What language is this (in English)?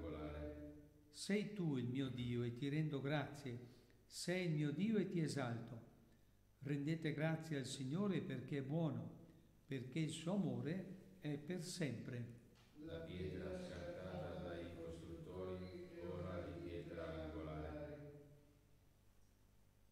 Italian